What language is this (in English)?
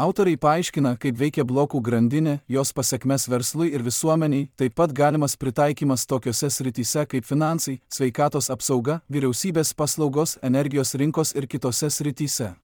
Lithuanian